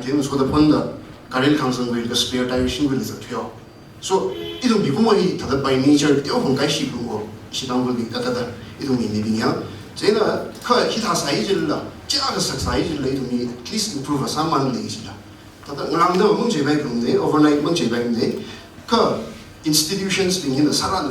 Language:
Tangkhul Naga (India)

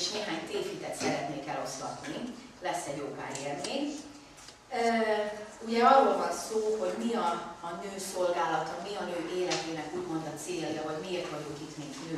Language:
Hungarian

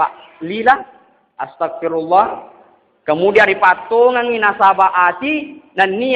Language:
Buginese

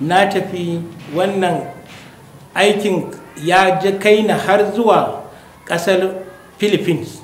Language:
Hausa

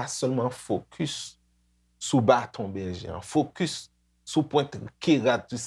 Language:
Haitian Creole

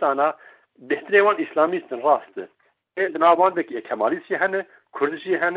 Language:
Kurdish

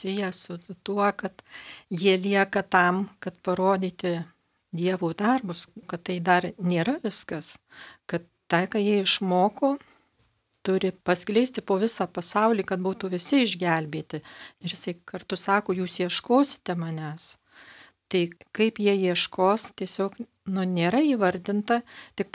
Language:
Lithuanian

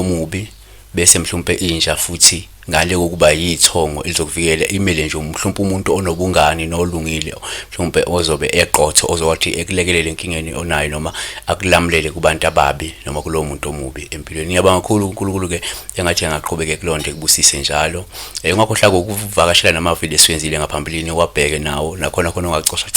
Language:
Zulu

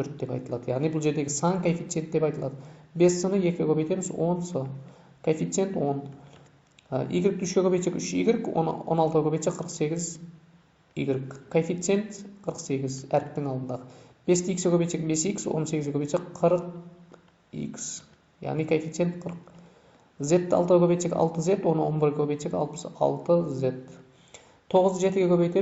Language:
Kazakh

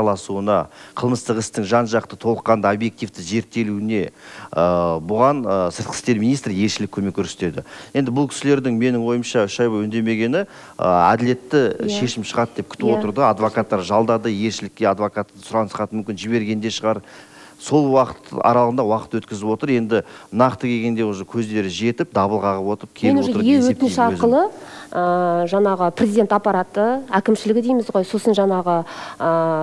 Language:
Kazakh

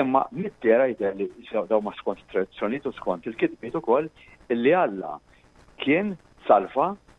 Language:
Maltese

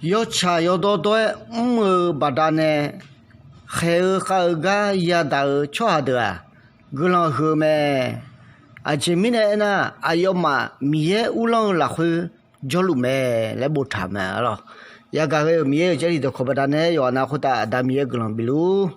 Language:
Akha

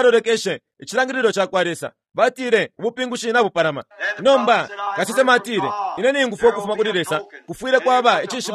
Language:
Bemba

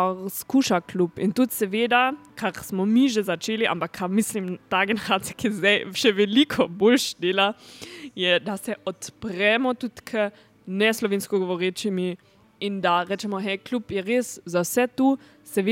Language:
Slovenian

